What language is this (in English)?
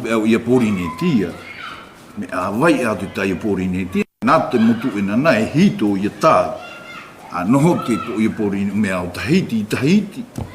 South Marquesan